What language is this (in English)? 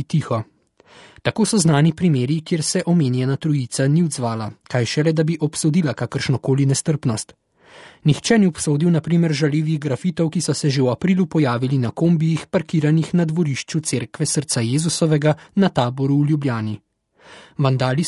Slovenian